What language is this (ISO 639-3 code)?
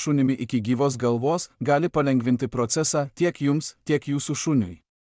lit